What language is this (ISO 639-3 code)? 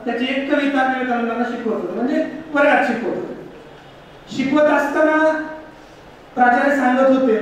mar